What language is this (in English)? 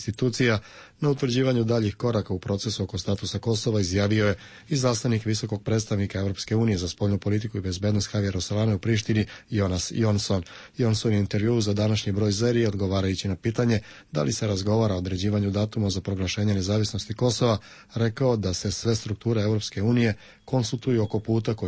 Serbian